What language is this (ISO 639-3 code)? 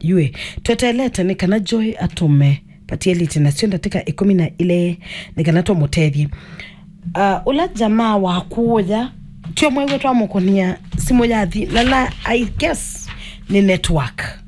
kam